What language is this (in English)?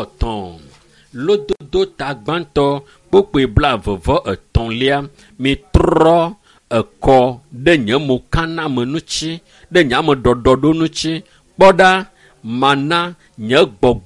Ewe